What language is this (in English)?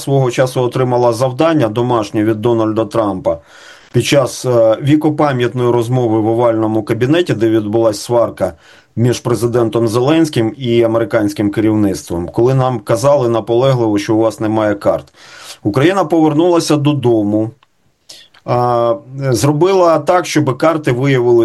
Ukrainian